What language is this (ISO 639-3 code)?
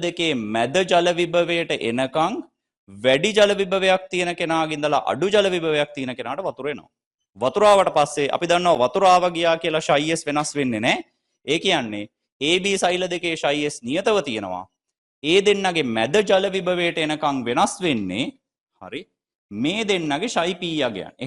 sin